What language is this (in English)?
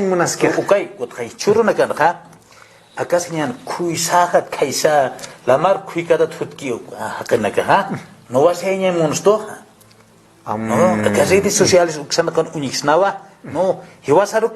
Aymara